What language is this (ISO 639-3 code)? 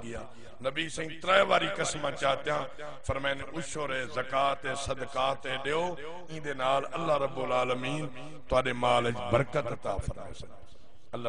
skr